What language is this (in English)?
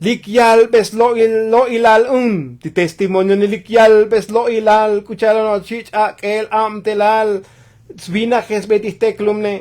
Tzotzil